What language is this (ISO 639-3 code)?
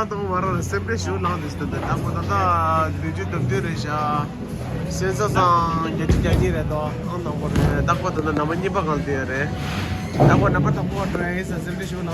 bod